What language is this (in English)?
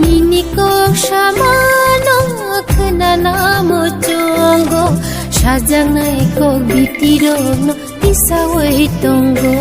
Kok Borok